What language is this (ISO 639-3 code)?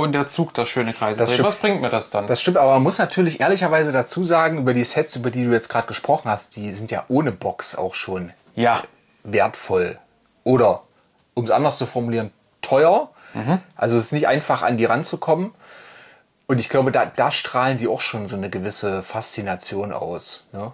deu